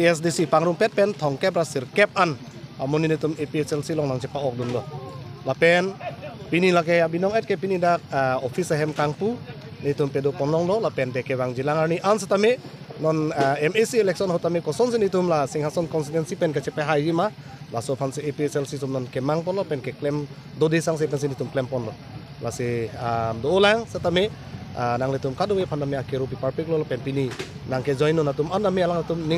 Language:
Karbi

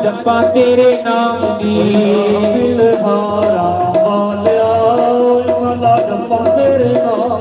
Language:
Dogri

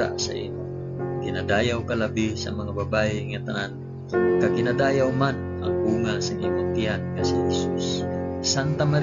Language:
Hiligaynon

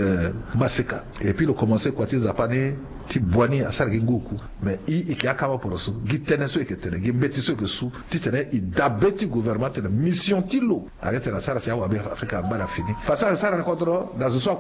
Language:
Sango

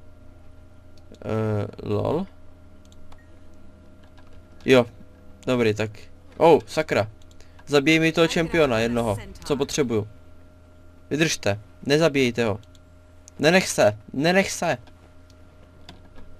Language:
Czech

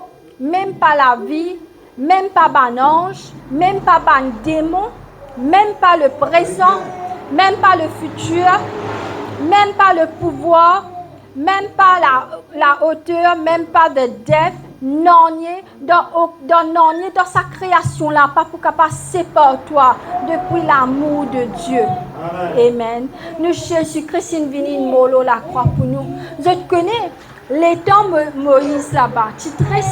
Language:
Morisyen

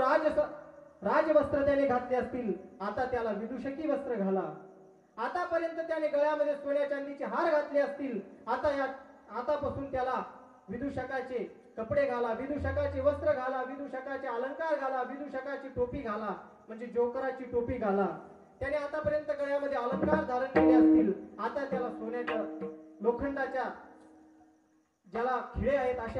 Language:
Marathi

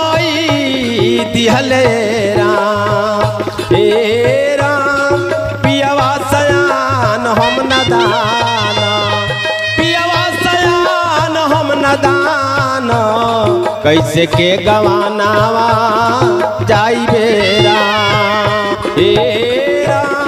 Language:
Bhojpuri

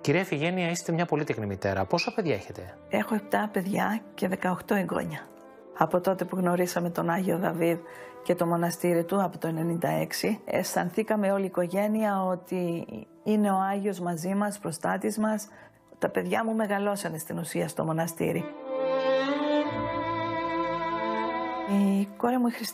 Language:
Greek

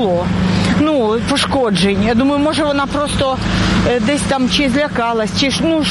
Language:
Ukrainian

